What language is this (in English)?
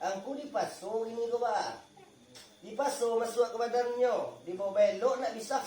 Minangkabau